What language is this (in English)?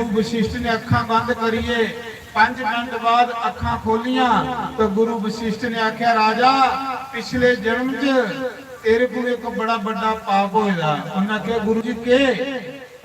Dogri